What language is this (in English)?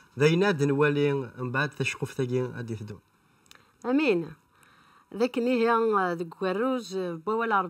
Kabyle